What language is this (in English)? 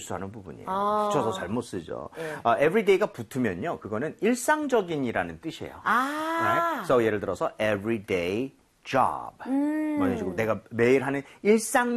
Korean